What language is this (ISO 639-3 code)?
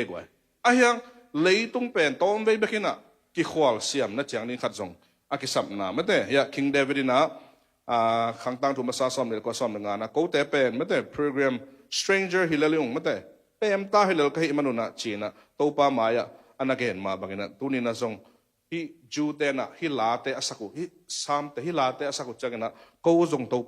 ctd